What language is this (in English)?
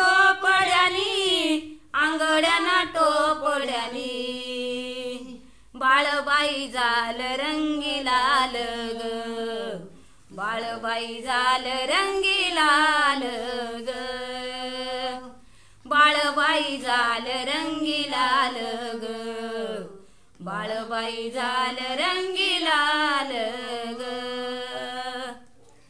Marathi